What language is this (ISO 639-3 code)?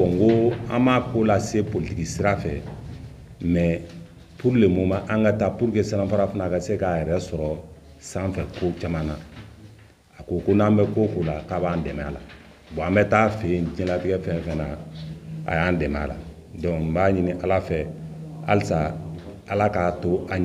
bam